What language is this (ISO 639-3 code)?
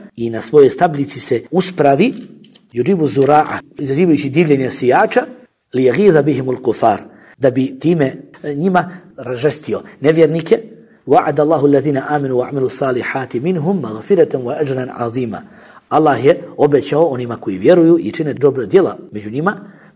bos